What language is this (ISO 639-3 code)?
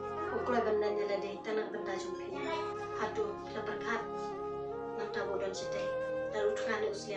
kha